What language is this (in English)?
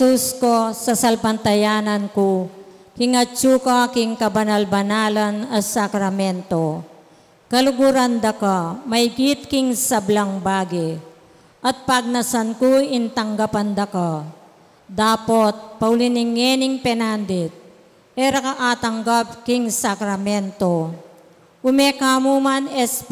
Pampanga